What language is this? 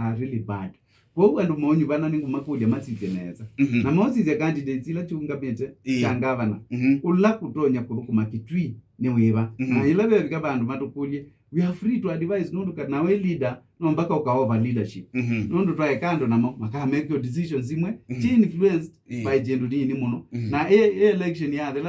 Kamba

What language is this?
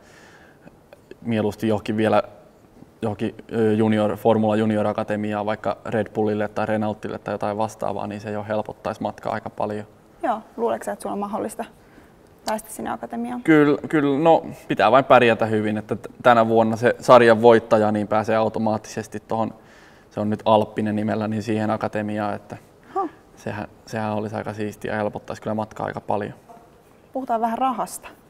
Finnish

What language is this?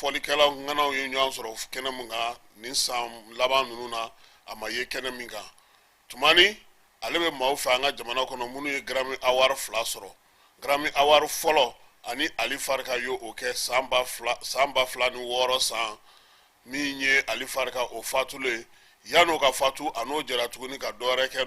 Bambara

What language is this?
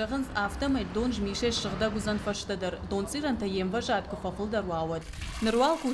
Ossetic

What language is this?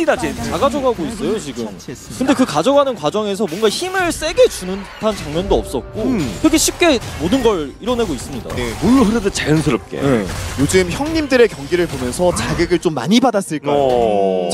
Korean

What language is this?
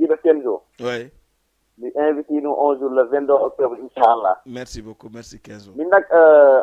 Fula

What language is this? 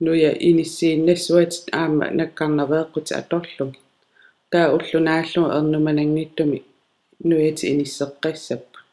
Kalaallisut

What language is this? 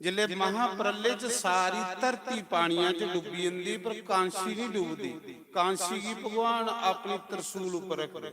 Dogri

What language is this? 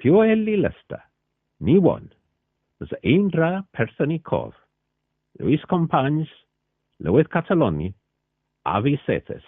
Cornish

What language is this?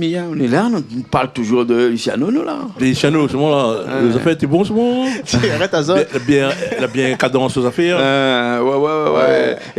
Réunion Creole French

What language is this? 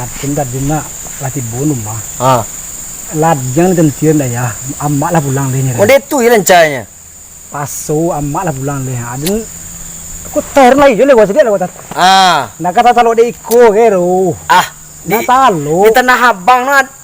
Minangkabau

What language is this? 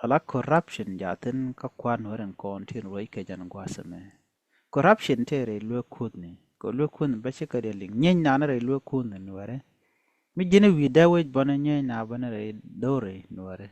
Nuer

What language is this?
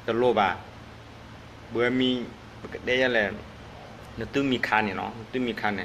S'gaw Karen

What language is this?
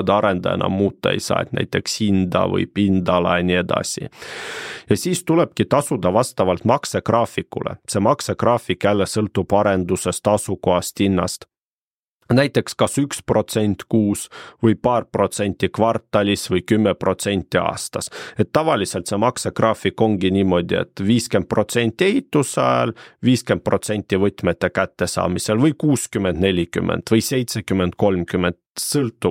Estonian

